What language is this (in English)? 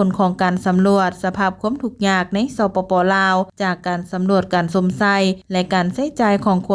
Lao